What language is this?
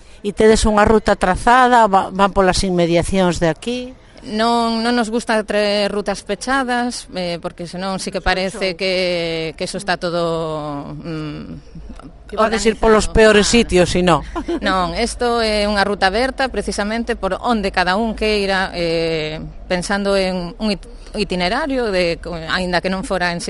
Galician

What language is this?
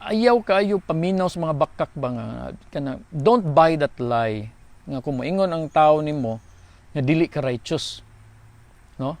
Cebuano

